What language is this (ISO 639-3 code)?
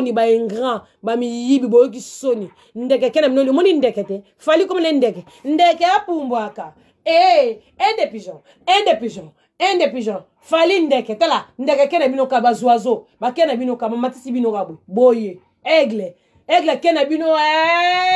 lin